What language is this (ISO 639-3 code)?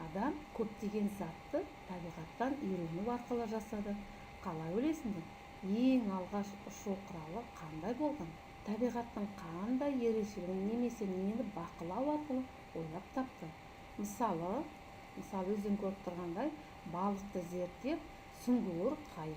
kaz